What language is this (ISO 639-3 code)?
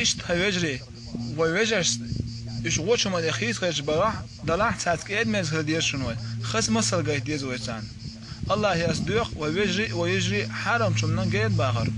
che